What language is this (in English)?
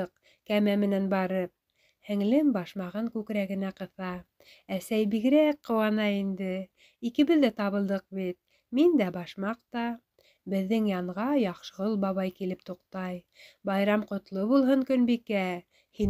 Bashkir